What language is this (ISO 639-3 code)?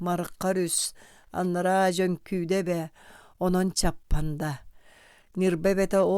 sah